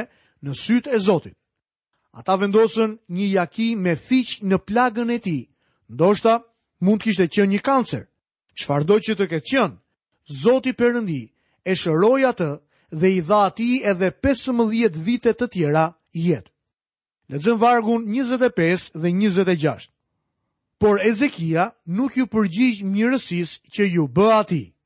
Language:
Albanian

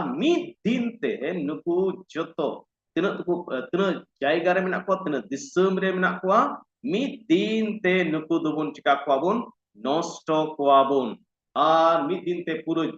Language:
Santali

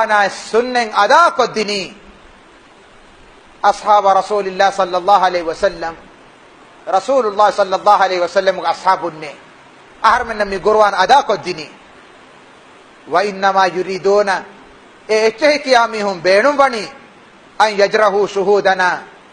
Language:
Arabic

